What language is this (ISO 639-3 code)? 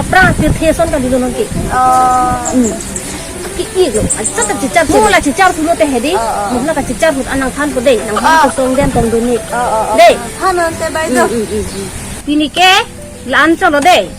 mjw